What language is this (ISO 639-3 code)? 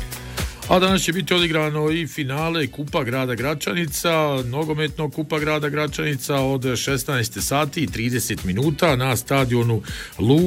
bos